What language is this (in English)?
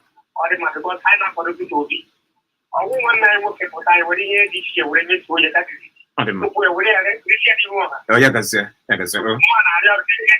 Igbo